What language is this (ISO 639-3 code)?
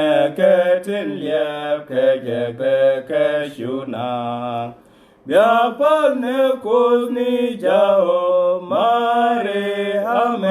nus